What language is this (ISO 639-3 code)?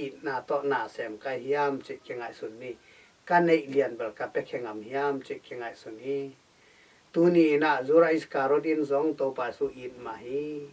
ctd